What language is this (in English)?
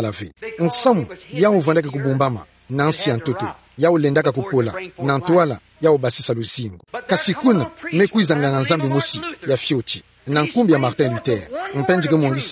Kituba (Democratic Republic of Congo)